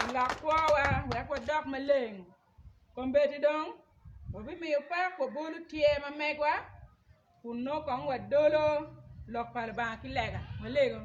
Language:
Acoli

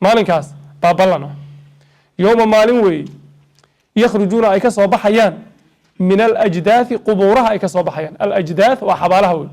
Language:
Somali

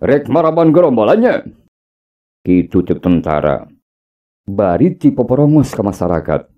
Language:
Sundanese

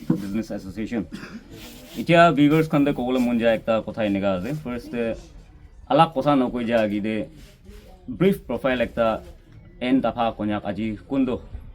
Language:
Naga Pidgin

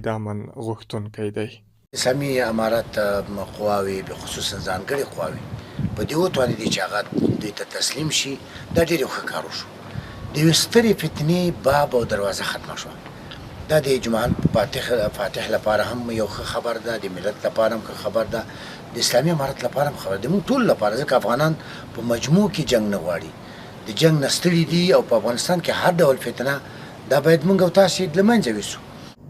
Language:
Pashto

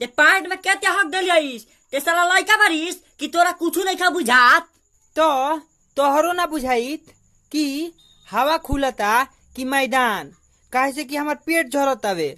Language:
Bhojpuri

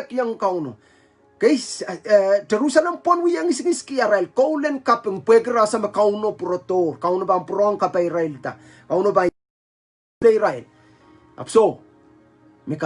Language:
Pohnpeian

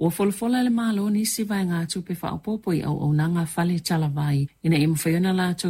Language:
Samoan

